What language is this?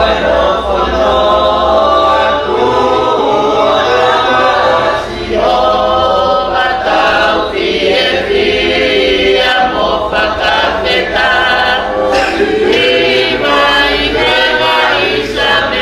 Tongan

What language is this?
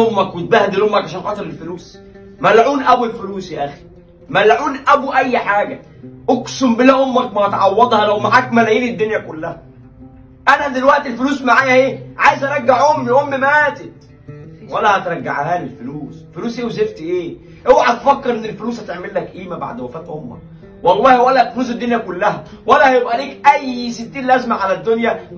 Egyptian Arabic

